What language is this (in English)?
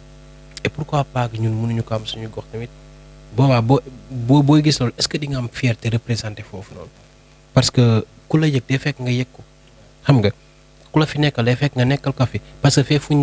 Wolof